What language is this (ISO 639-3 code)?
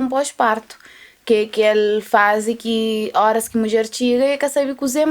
kea